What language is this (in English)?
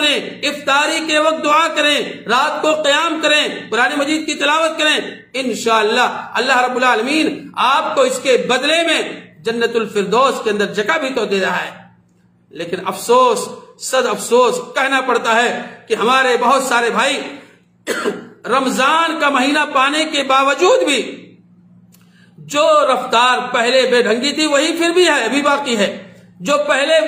Urdu